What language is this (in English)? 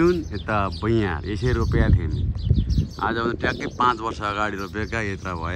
Nepali